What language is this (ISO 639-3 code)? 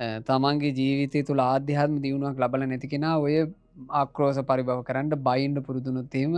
sin